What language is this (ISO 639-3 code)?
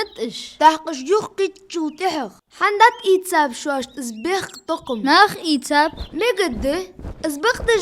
inh